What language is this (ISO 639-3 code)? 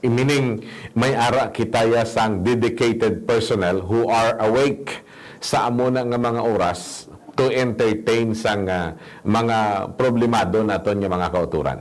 hil